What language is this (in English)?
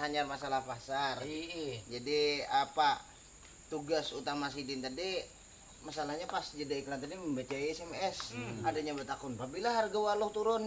Banjar